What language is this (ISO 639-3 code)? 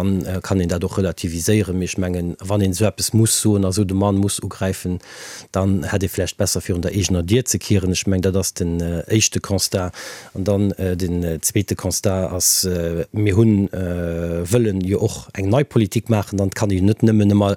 ltz